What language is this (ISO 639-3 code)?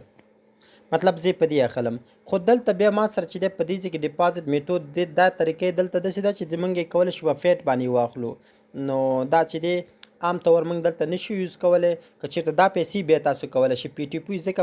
pus